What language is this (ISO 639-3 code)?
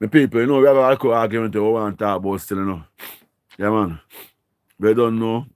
jam